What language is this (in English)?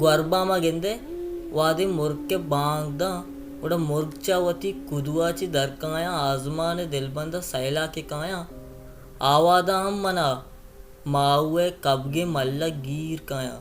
Baluchi